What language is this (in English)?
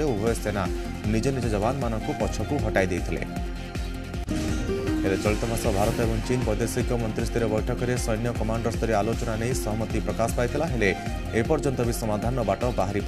Odia